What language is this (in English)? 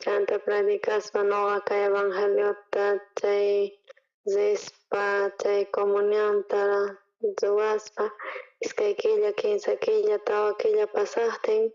South Bolivian Quechua